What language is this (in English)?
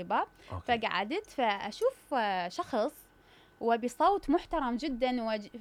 Mesopotamian Arabic